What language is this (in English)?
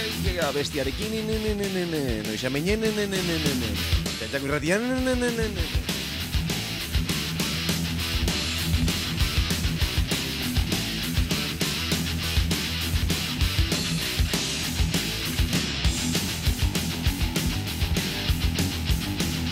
Basque